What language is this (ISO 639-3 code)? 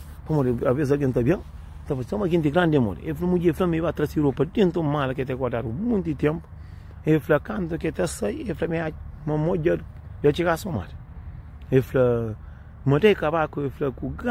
kea